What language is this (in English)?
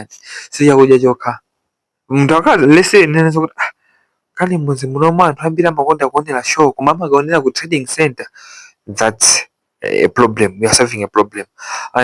Nyanja